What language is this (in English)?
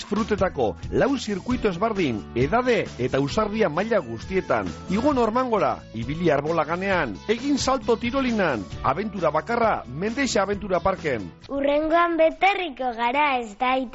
Basque